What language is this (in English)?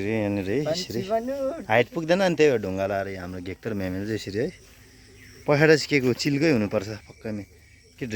Nepali